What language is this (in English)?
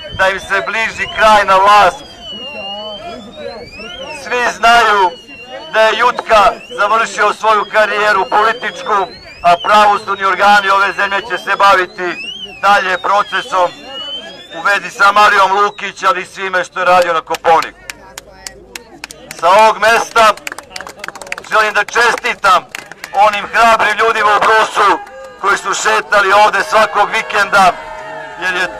Serbian